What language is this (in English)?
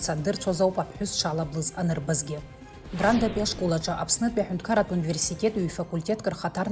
Abkhazian